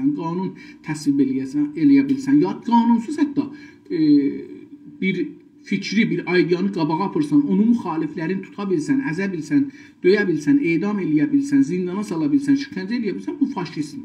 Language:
South Azerbaijani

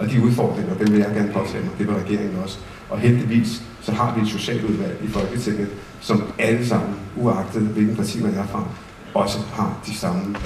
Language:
Danish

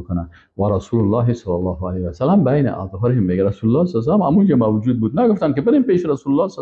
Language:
Persian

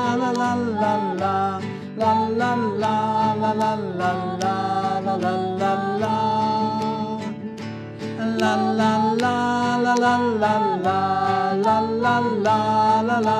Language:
Dutch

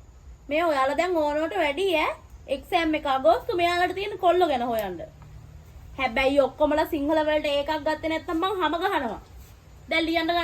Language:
Sinhala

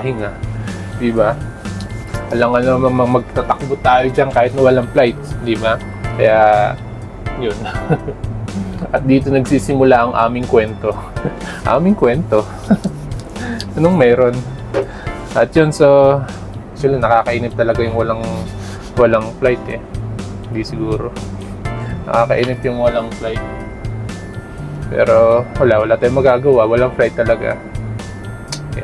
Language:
Filipino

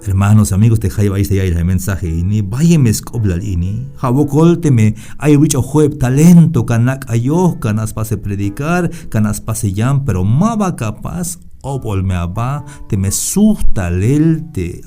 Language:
Tzeltal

